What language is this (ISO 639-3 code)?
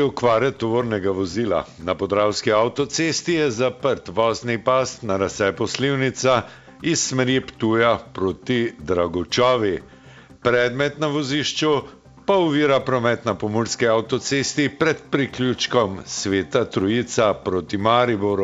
slv